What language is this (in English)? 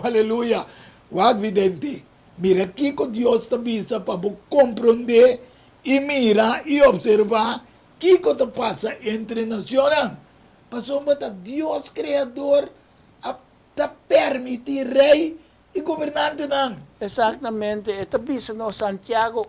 Papiamento